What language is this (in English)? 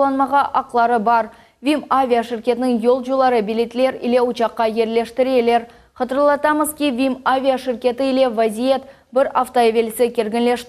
Crimean Tatar